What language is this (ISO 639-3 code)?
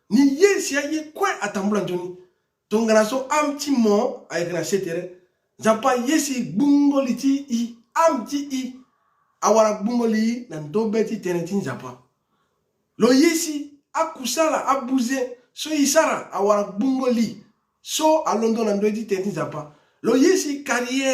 sag